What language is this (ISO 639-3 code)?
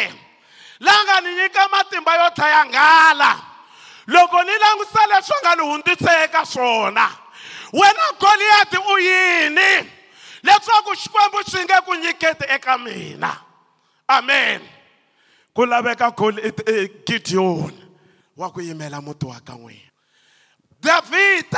tso